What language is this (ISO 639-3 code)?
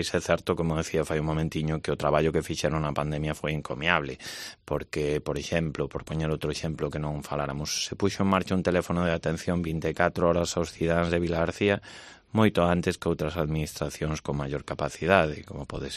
glg